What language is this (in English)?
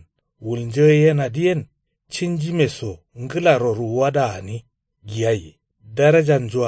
Kanuri